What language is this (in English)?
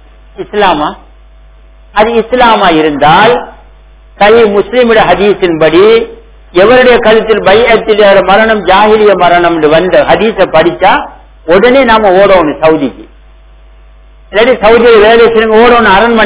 Tamil